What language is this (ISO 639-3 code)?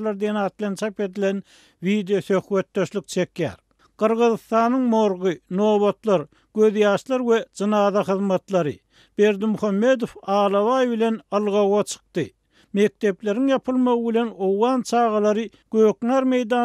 tuk